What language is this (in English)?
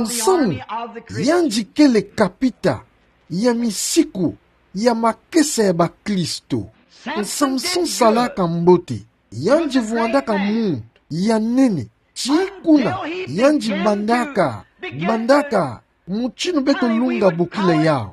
Kituba (Democratic Republic of Congo)